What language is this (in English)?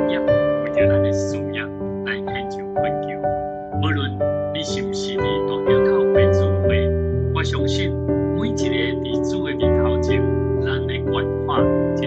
Min Nan Chinese